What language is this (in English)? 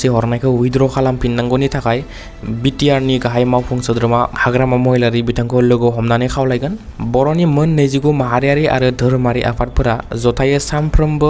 Bodo